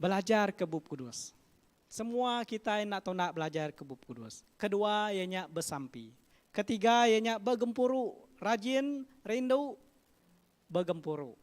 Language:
Iban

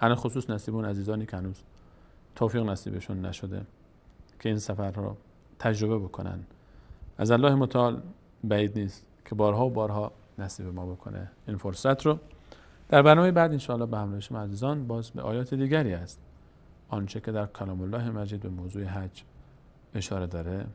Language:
Persian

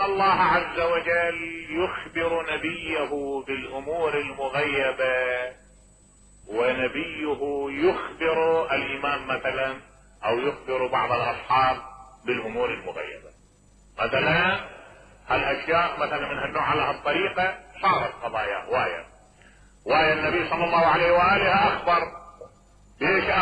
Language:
Mesopotamian Arabic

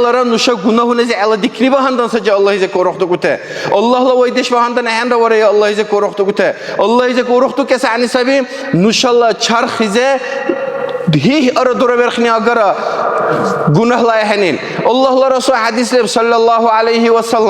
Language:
Dargwa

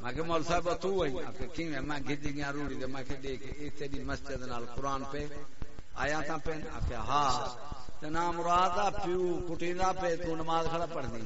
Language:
Saraiki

